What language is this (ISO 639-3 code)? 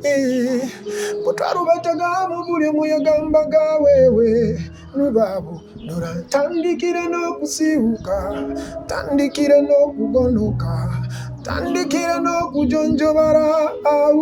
nyo